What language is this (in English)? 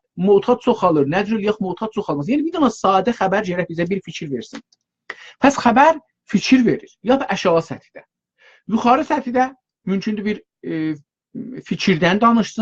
South Azerbaijani